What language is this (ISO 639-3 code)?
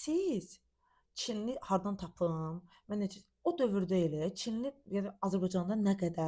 aze